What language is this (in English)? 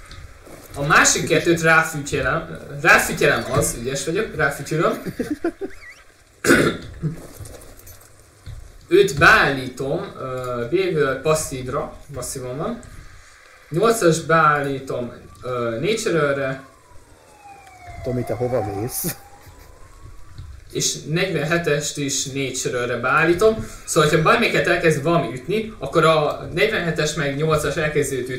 Hungarian